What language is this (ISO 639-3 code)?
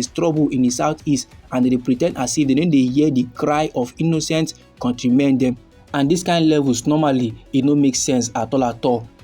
pcm